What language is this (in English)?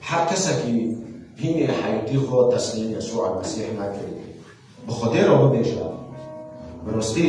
Kurdish